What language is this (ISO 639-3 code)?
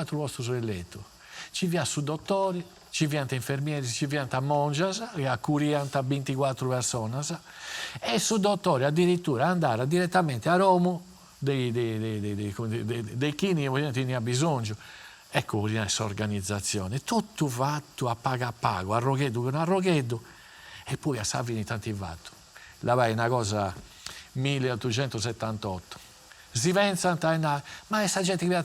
srd